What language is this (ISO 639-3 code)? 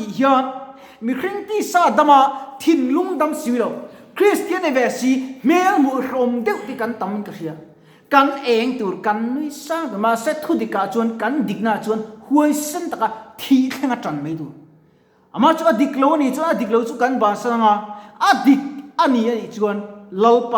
lus